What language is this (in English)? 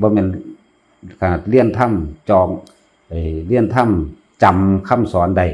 Northeastern Thai